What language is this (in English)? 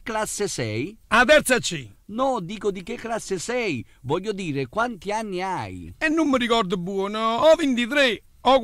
Neapolitan